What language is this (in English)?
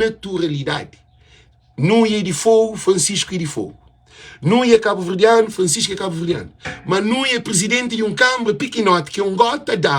Kabuverdianu